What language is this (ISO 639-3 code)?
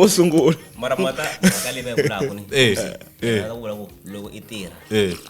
tso